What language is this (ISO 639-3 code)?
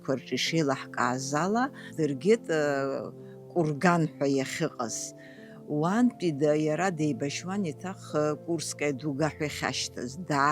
abk